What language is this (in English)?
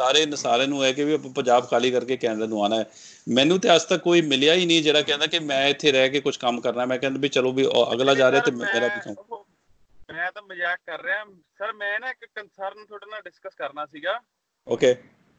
Punjabi